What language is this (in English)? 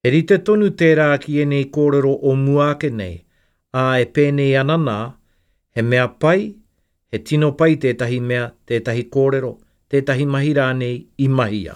Māori